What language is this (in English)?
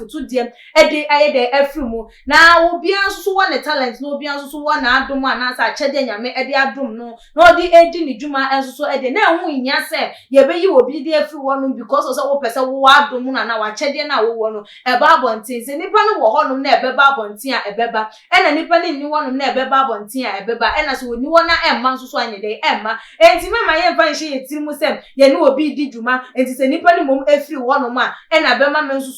Akan